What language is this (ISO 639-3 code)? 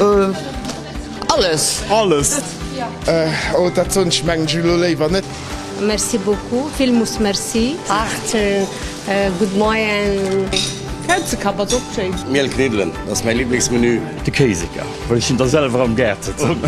ltz